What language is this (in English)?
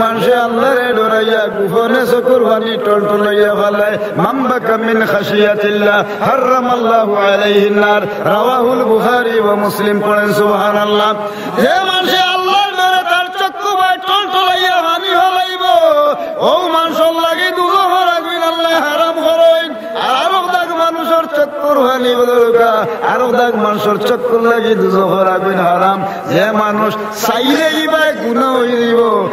Sylheti